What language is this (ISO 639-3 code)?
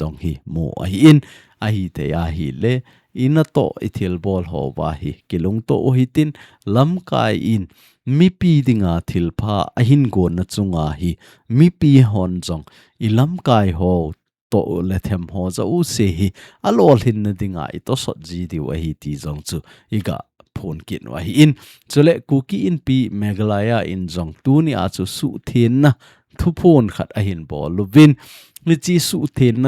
tcz